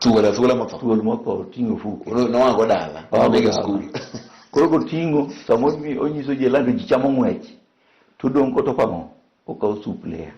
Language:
Luo (Kenya and Tanzania)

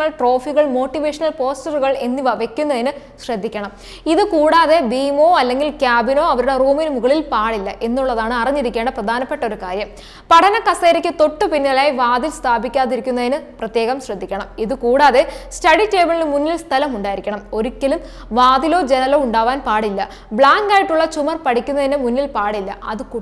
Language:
Malayalam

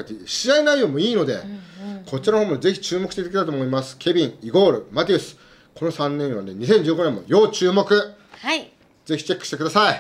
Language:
Japanese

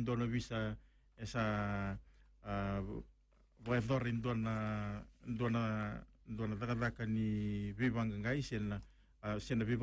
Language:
Fijian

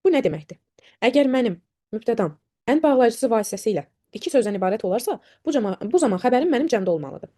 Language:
Azerbaijani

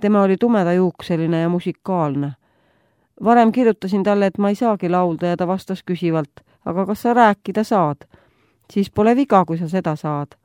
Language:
Estonian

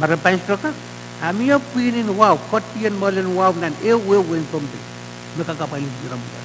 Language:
Pohnpeian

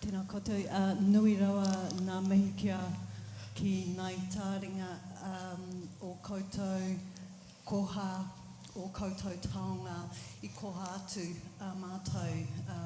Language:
Māori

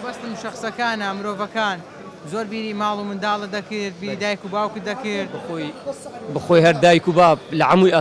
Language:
Central Kurdish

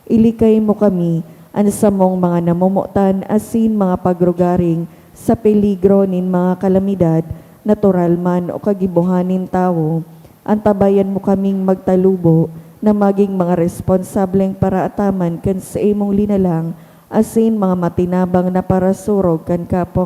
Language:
Bikol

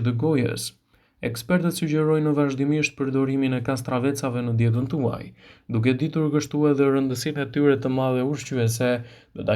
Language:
Albanian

